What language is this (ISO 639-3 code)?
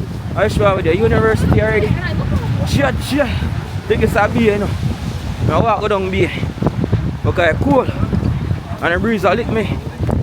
jam